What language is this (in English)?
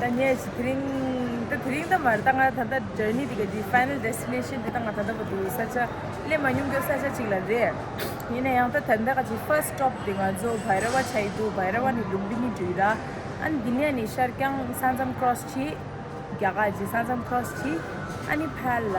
Tibetan